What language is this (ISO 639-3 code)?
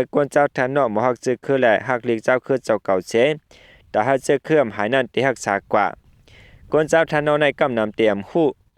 shn